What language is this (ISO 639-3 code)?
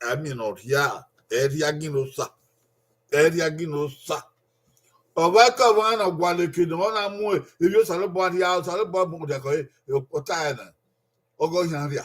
bin